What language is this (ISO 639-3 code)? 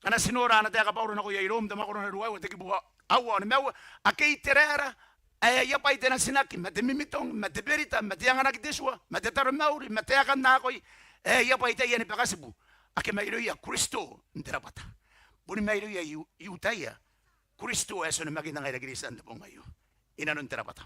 gil